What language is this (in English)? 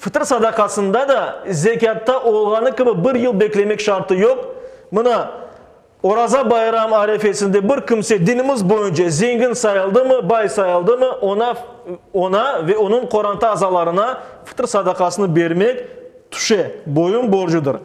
Crimean Tatar